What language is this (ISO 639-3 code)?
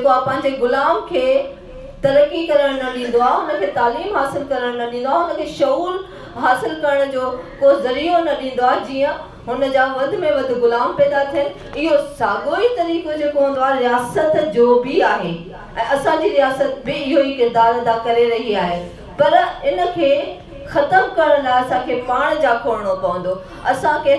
snd